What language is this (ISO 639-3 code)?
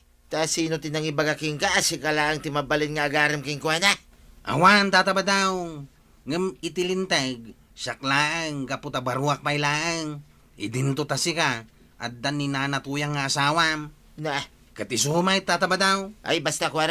ilo